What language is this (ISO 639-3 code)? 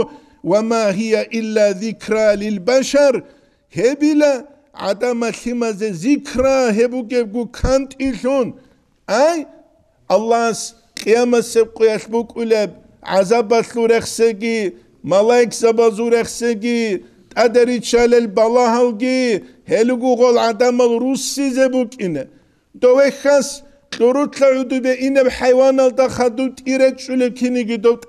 ava